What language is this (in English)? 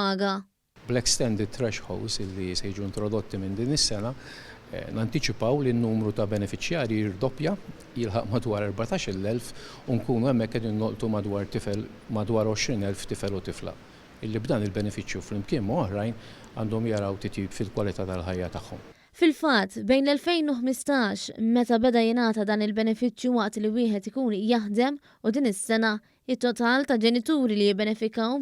Maltese